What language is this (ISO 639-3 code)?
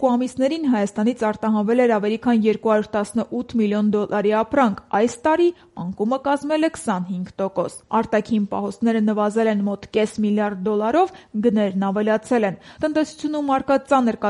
hye